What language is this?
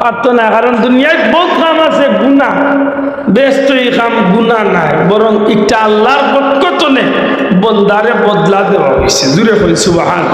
Sylheti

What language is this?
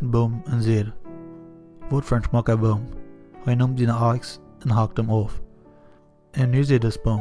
Plautdietsch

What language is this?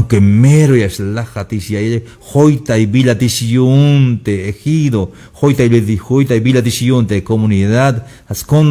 Tzeltal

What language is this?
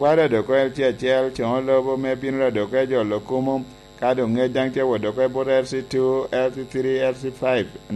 Lango (Uganda)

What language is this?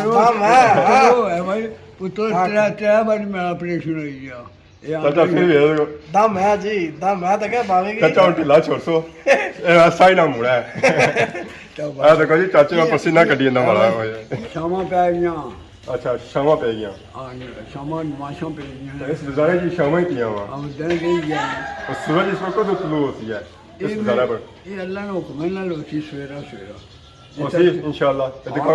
Pahari-Potwari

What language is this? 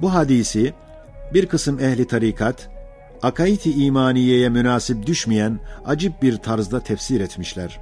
Ottoman Turkish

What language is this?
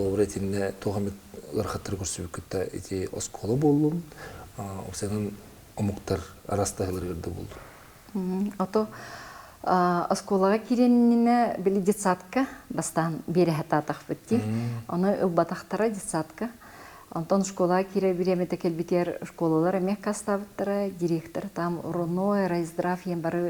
Yakut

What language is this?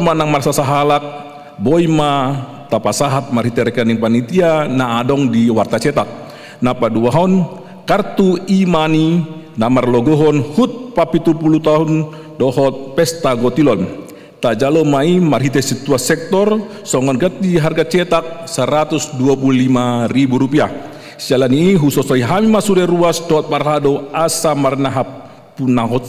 Batak Toba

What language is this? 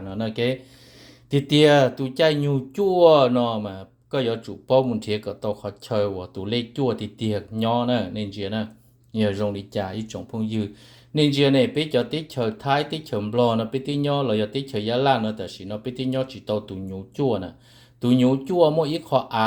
Hmong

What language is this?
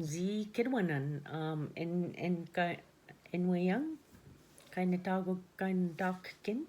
Ojibwa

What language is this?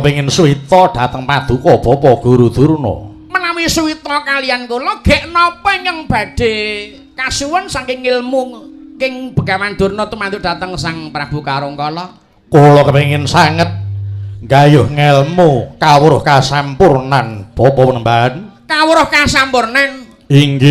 Javanese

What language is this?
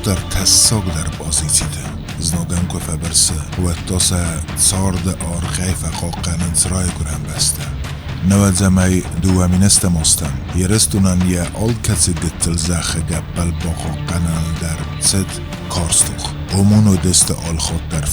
Ossetic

